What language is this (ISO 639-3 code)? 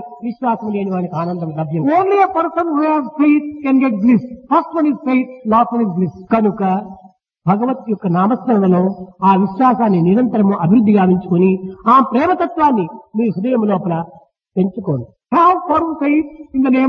tel